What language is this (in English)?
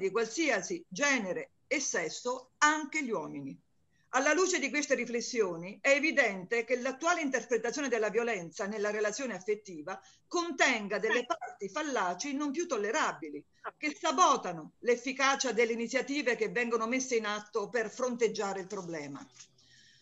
Italian